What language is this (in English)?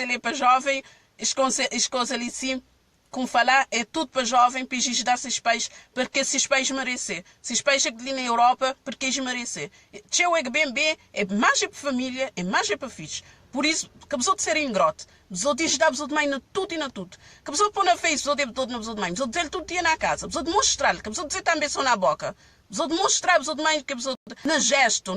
Kabuverdianu